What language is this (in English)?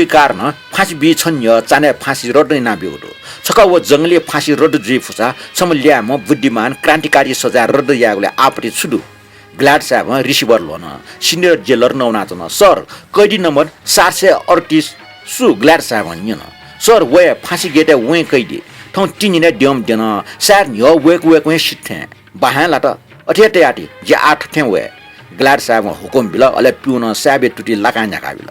Newari